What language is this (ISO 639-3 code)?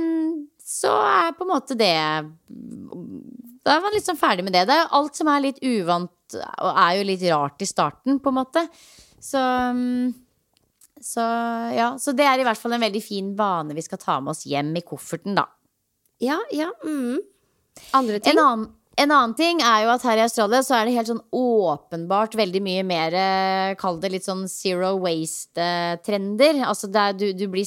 nor